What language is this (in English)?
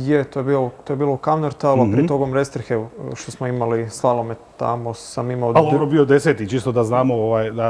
Croatian